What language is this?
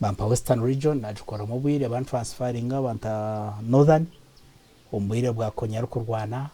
Nyankole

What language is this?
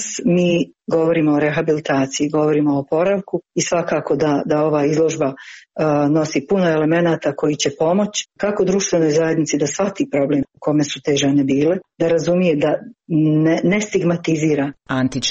Croatian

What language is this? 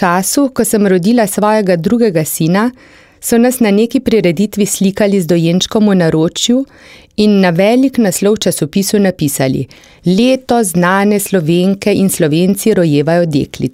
Slovenian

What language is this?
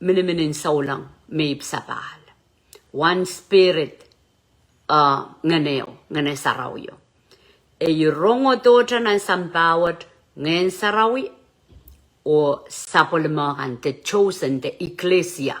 Pohnpeian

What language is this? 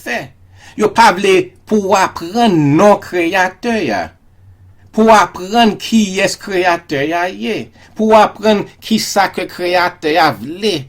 Haitian Creole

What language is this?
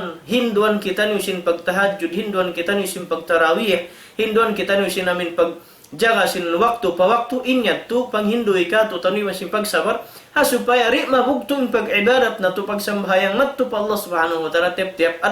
Tausug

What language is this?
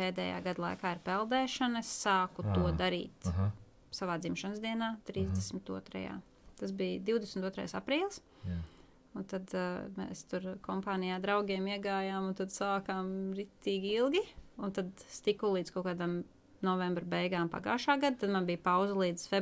Latvian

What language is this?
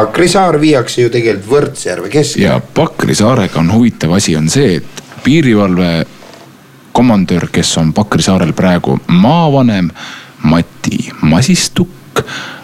Estonian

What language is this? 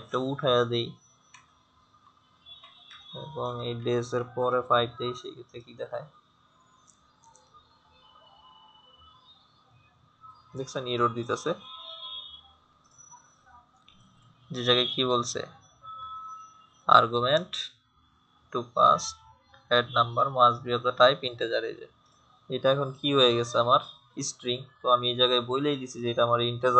Bangla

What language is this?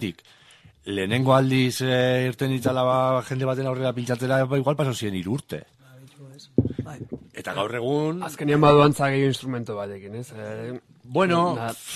Basque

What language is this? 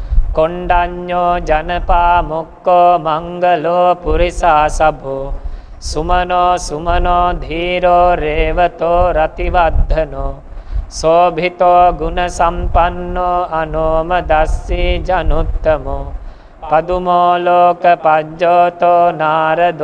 Pali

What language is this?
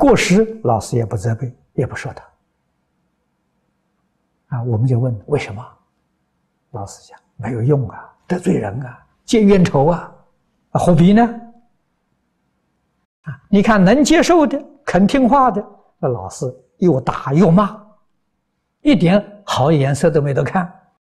Chinese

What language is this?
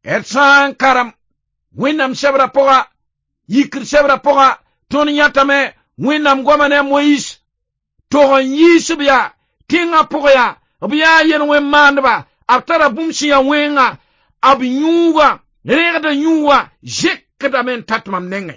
Mossi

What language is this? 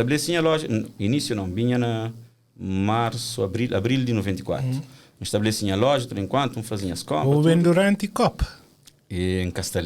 Kabuverdianu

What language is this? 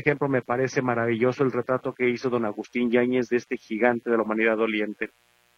Spanish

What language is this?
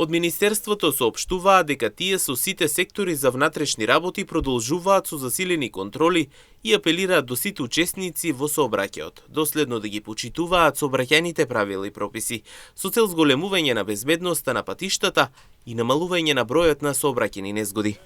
Macedonian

